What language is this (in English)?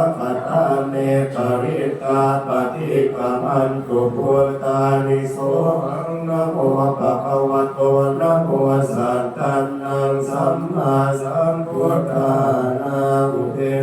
Pali